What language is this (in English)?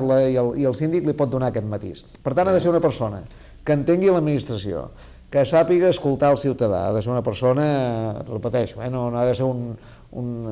Catalan